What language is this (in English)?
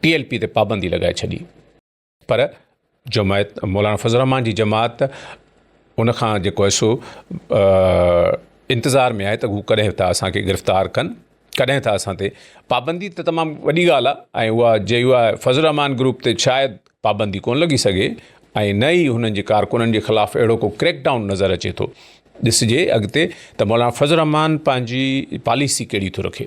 Sindhi